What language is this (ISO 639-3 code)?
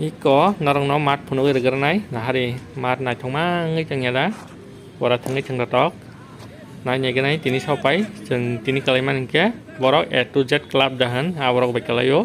trp